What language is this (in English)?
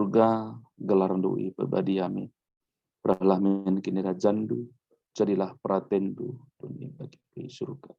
Batak Karo